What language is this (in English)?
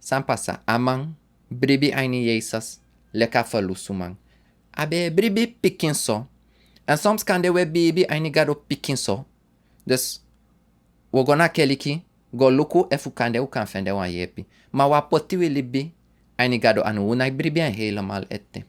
Sranan Tongo